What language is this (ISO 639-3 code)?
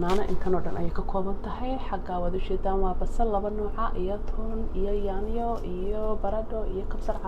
som